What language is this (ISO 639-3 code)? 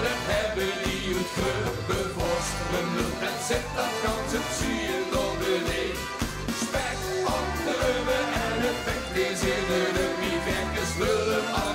lim